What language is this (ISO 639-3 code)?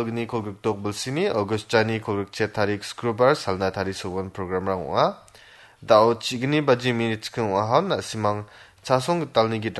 grt